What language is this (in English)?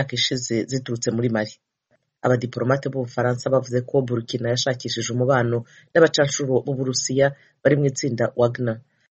Kinyarwanda